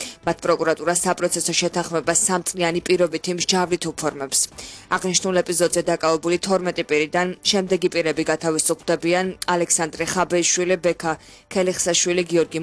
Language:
Georgian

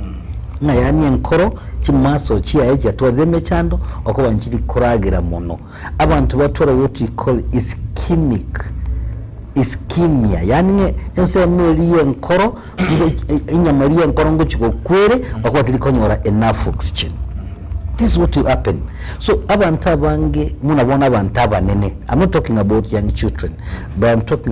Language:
Gusii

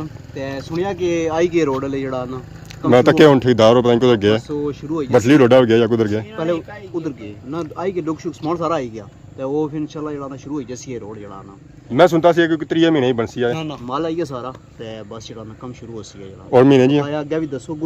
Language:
Pahari-Potwari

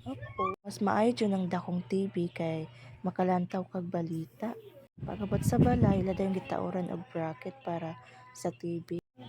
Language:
Cebuano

